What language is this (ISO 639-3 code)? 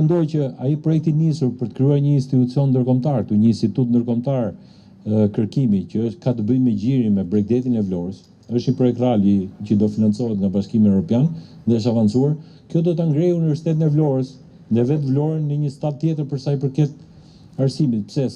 sqi